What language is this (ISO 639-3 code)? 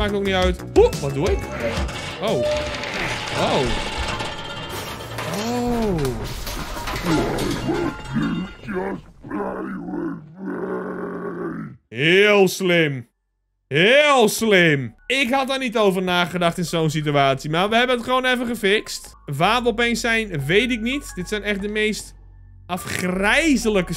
nld